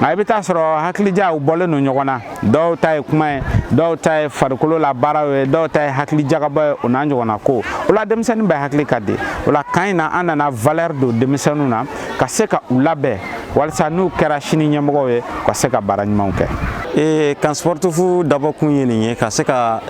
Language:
Bambara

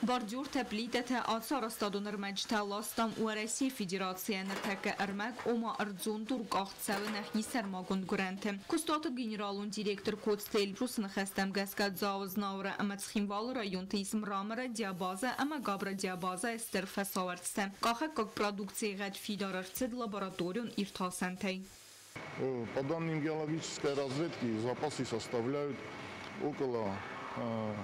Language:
Ossetic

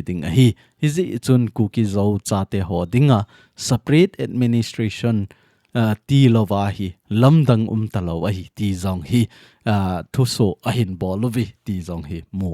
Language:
Thado Chin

